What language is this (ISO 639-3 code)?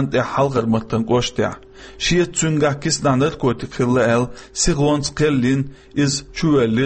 che